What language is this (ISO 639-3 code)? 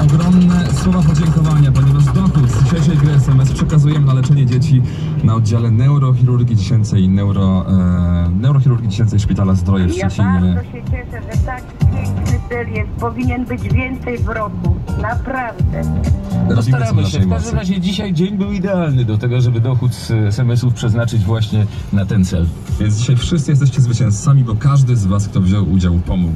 pol